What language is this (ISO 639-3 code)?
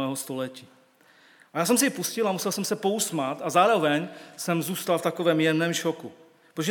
ces